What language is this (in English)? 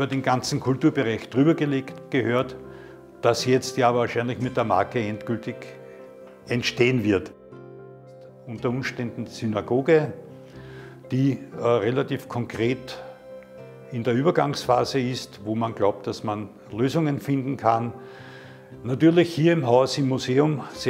German